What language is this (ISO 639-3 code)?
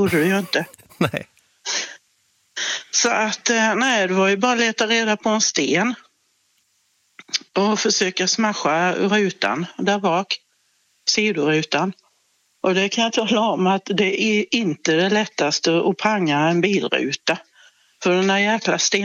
swe